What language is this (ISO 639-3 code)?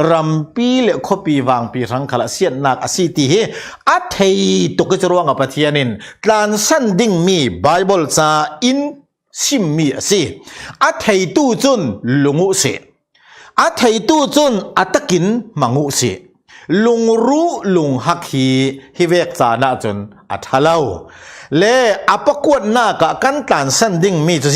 cfm